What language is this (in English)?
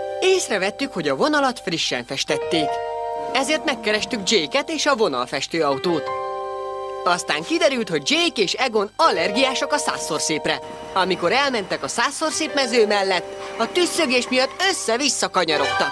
Hungarian